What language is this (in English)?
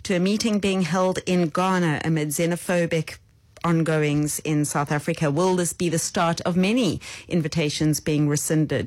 English